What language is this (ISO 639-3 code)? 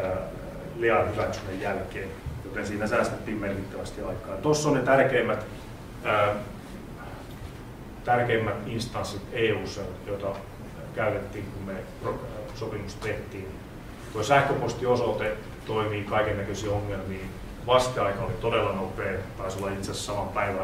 fin